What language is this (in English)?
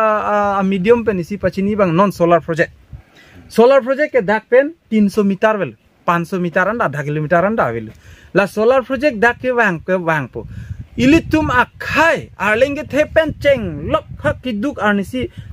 Karbi